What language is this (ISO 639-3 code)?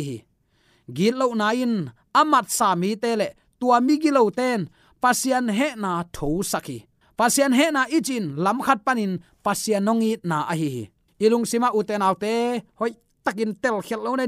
ctd